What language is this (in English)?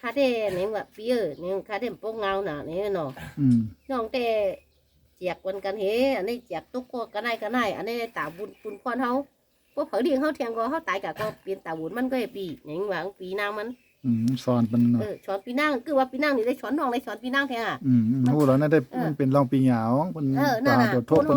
Shan